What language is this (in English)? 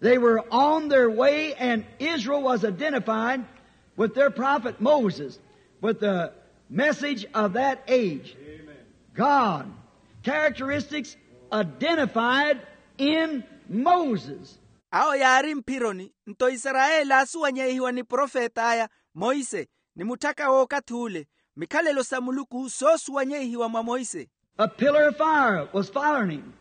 Makhuwa